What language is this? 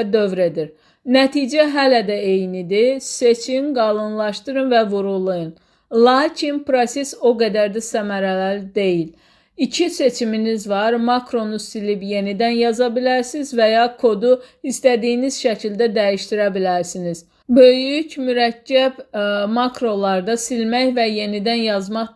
Azerbaijani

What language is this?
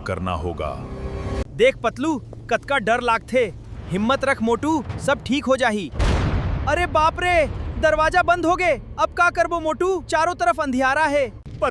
Chhattisgarhi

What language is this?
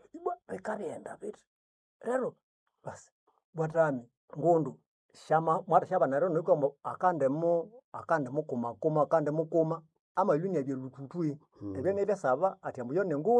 Nande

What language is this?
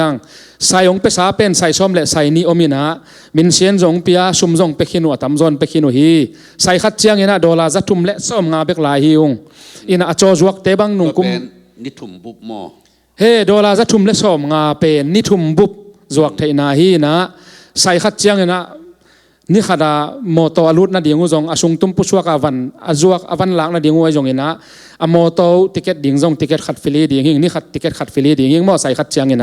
Tedim Chin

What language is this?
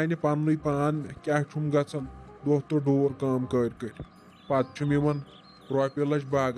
Kashmiri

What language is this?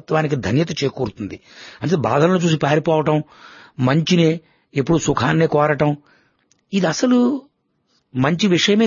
Telugu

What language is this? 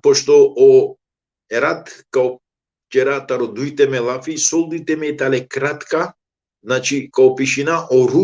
Balkan Romani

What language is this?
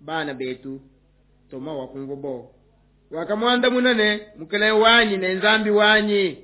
Luba-Lulua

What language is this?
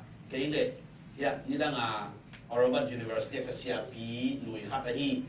Tedim Chin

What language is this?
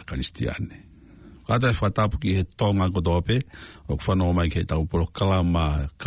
Tongan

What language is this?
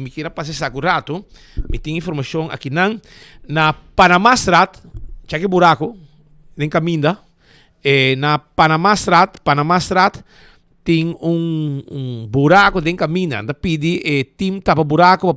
Papiamento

